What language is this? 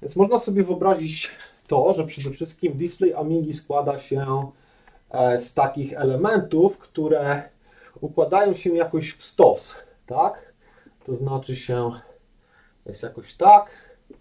Polish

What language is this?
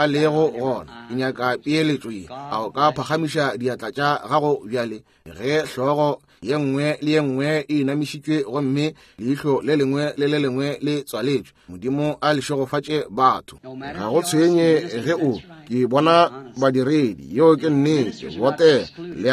Northern Sotho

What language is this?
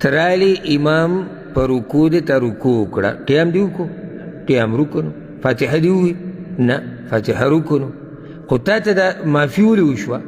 Pashto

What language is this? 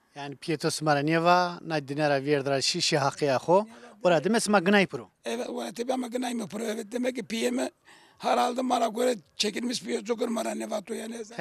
Zaza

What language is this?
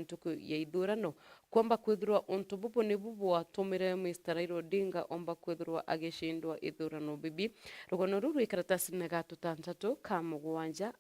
Meru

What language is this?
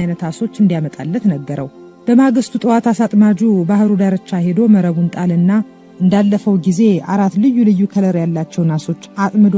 Amharic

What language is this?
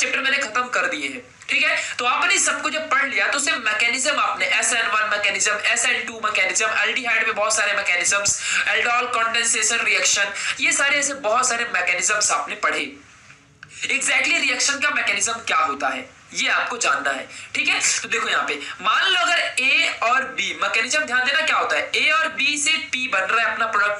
Hindi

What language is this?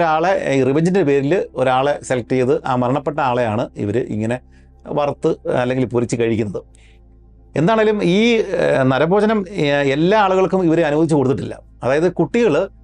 Malayalam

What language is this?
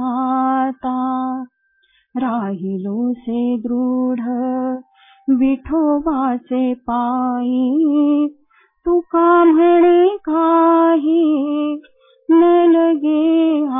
Marathi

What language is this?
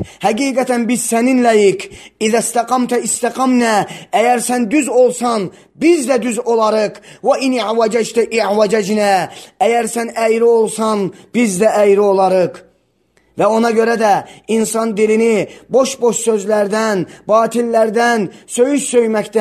Azerbaijani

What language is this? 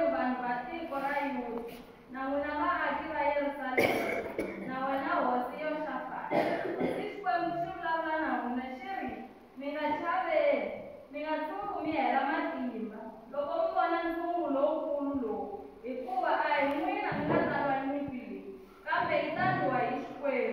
Tsonga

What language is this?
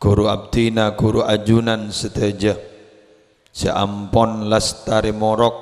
Madurese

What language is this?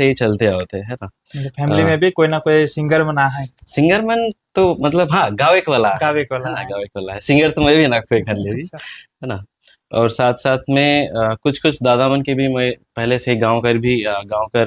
Sadri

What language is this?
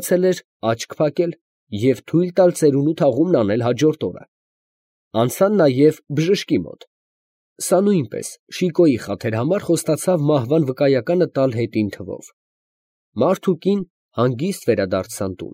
Armenian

